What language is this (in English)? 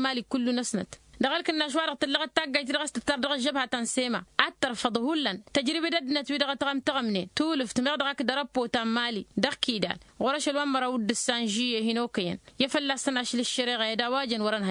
Tamasheq